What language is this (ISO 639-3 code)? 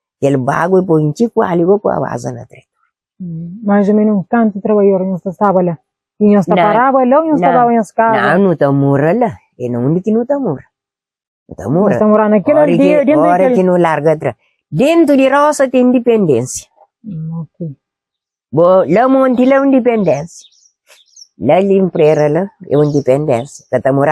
kea